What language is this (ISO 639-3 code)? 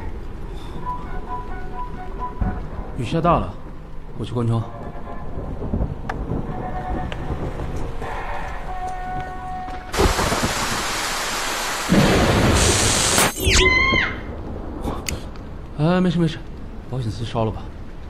zho